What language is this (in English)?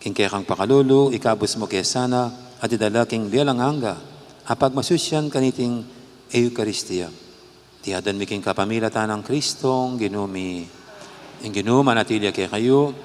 Pampanga